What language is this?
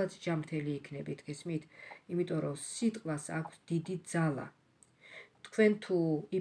Georgian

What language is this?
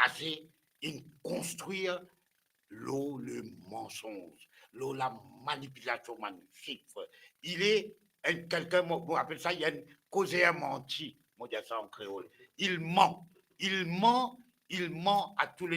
Morisyen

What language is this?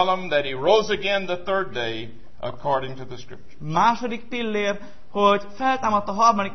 Hungarian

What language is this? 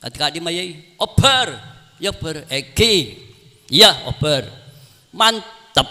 Madurese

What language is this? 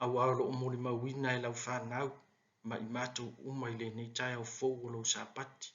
Samoan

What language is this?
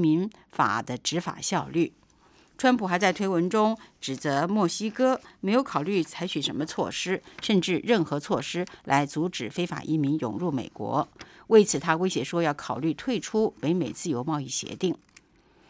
Chinese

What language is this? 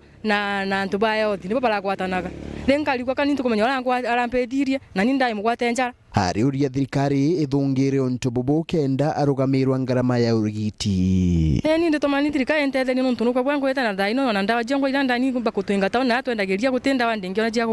Meru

